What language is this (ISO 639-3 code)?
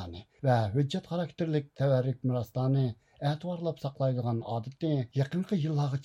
uig